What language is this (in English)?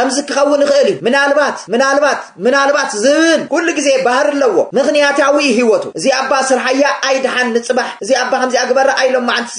Tigrinya